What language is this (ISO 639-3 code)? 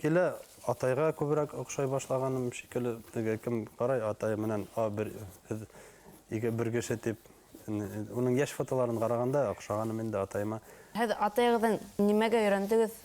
bak